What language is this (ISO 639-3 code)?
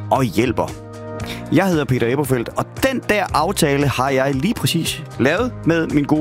dan